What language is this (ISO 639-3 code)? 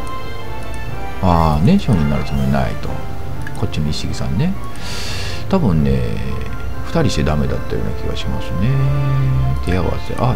jpn